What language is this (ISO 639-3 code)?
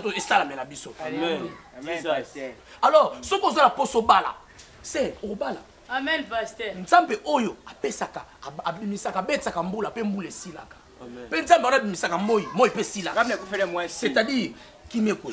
lin